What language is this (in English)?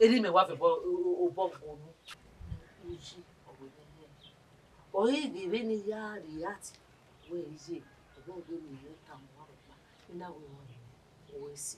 Bini